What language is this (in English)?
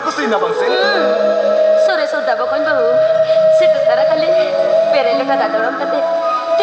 Santali